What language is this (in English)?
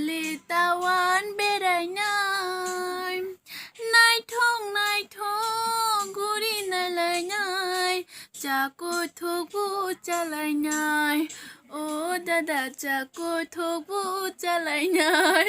Kok Borok